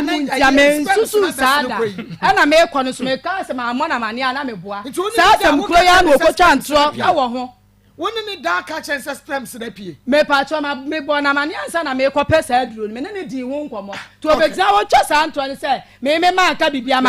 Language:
Akan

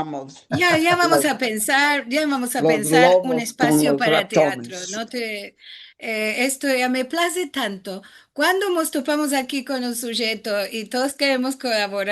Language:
Ladino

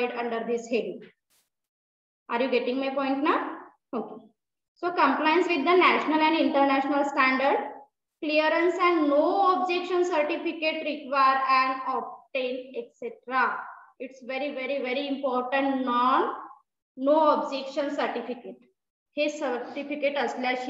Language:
Marathi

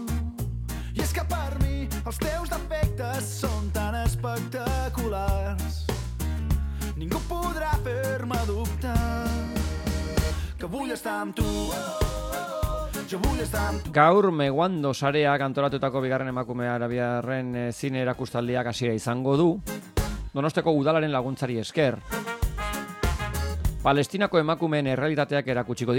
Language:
Basque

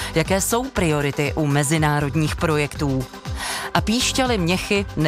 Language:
Czech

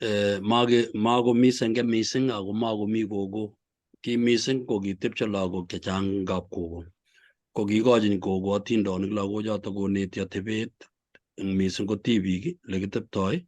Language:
Kalenjin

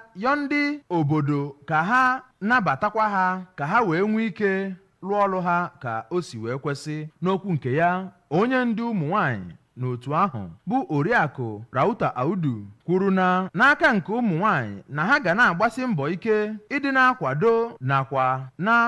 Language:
Igbo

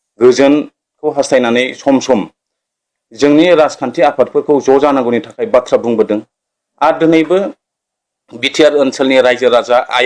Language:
Bodo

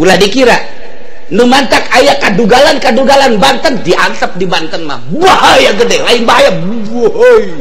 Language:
Sundanese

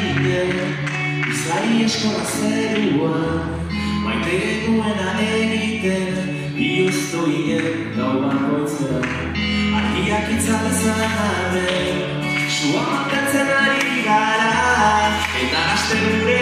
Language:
Basque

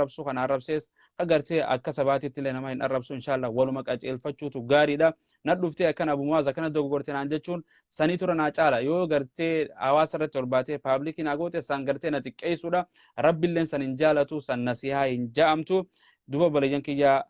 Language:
Oromo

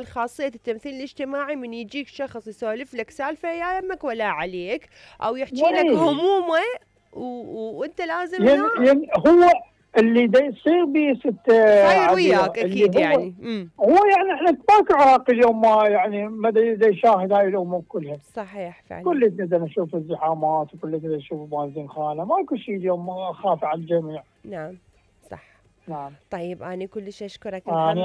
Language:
Mesopotamian Arabic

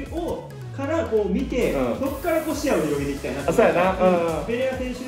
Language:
Japanese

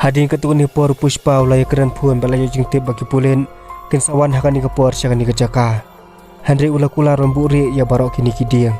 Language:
Khasi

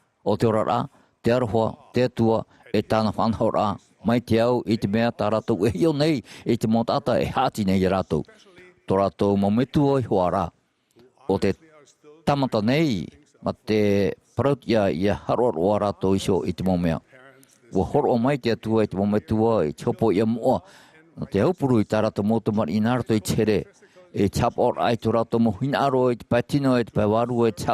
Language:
Tahitian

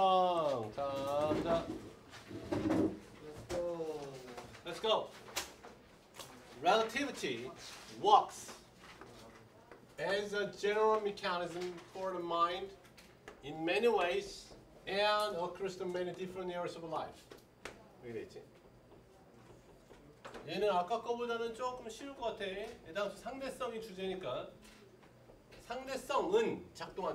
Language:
Korean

